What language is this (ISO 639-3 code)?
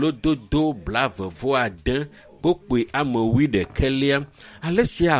ewe